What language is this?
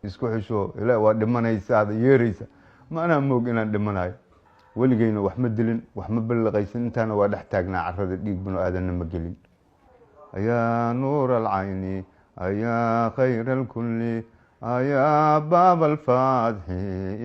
Somali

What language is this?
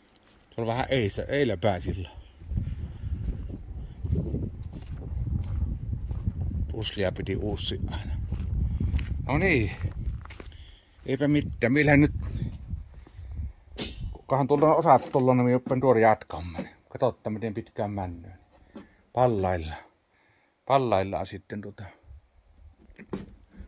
Finnish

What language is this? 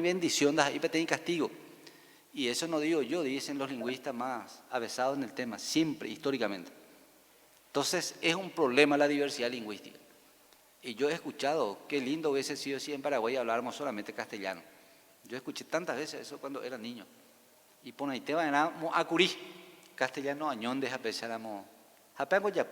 Guarani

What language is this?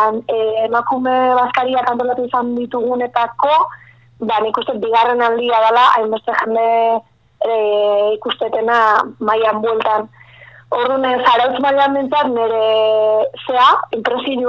Basque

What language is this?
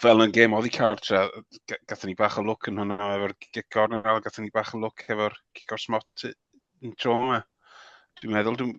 Welsh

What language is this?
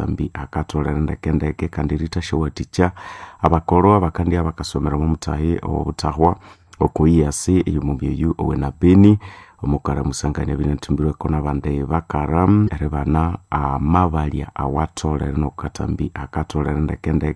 Nande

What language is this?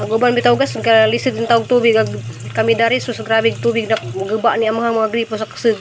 Cebuano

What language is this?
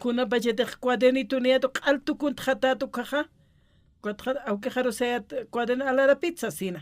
Aymara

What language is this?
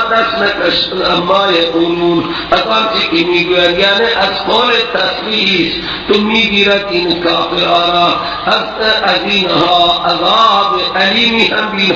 Persian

